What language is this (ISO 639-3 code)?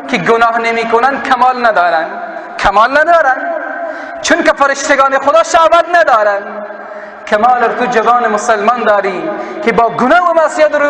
fas